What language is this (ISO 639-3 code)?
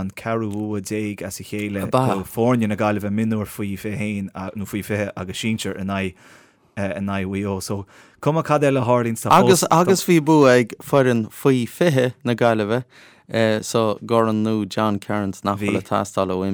gle